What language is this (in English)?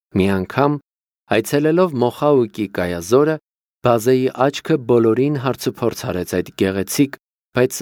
Armenian